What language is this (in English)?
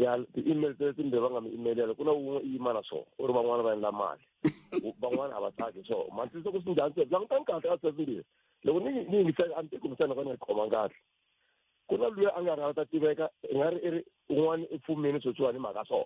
Tsonga